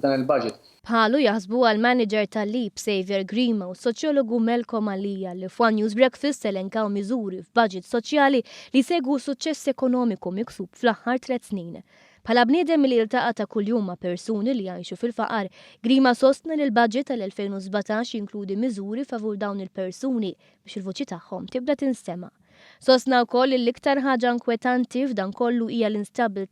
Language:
Maltese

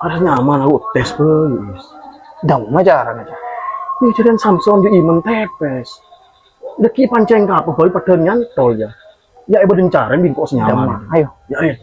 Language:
Madurese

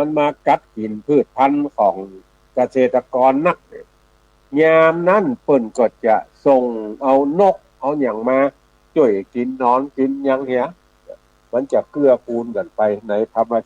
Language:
Northern Thai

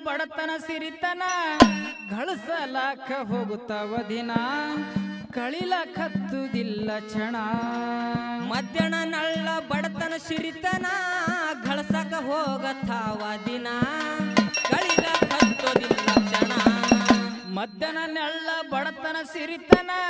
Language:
Kannada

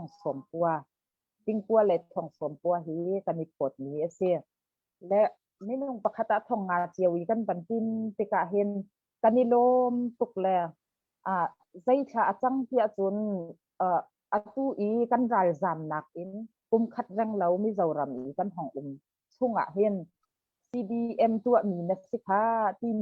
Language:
Hakha Chin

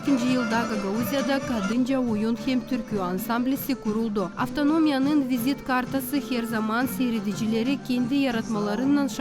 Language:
Gagauz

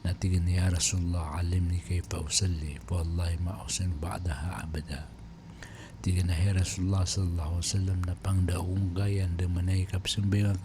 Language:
Maranao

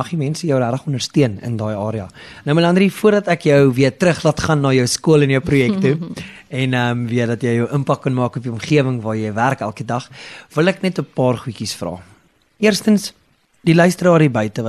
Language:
Afrikaans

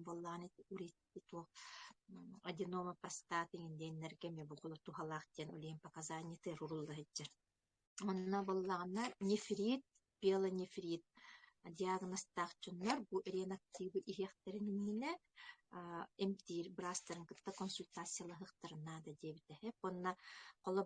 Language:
Yakut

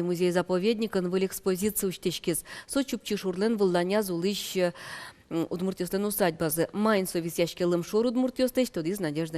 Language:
Udmurt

